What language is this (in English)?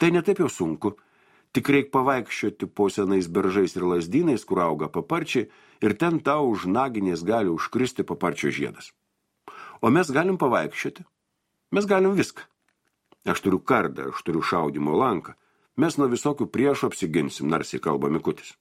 Lithuanian